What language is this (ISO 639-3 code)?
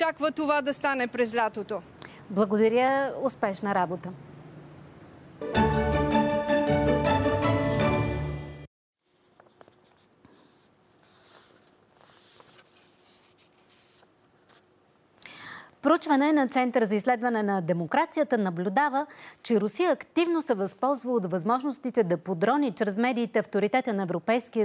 bul